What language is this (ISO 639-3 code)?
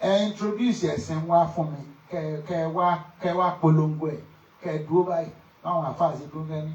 yor